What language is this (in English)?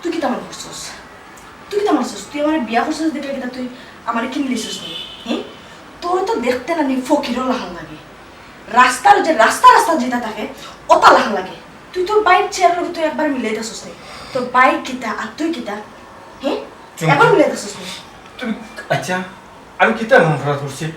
Sylheti